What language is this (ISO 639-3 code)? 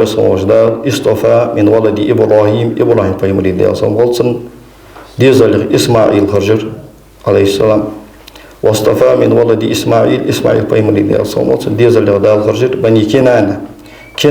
inh